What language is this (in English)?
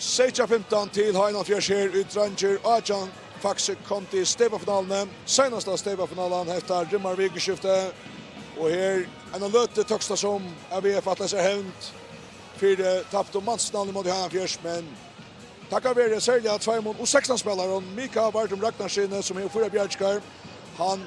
Faroese